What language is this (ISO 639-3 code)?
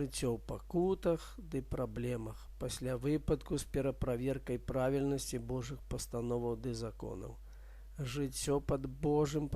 bel